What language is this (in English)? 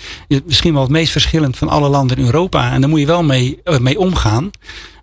Dutch